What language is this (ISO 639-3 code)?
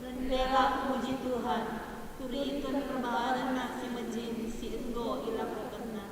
btx